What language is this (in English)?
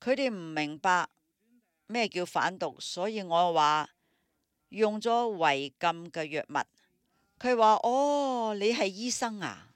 Cantonese